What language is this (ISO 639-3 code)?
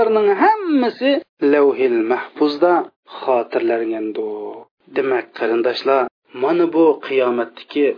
uig